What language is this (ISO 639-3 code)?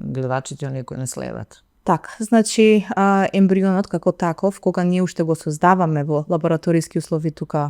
mkd